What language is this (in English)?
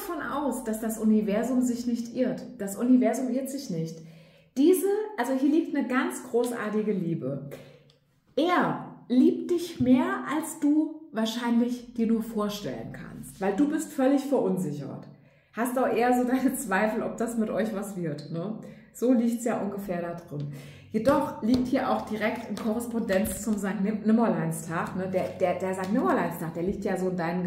German